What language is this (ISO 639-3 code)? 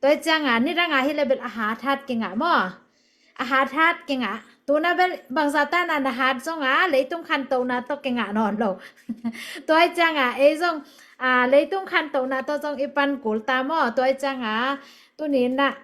ctd